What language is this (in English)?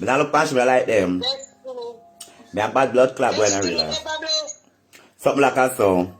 Jamaican Creole English